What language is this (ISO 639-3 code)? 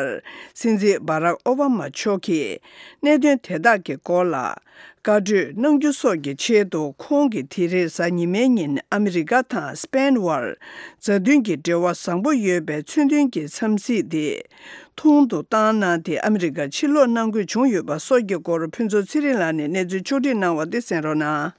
bod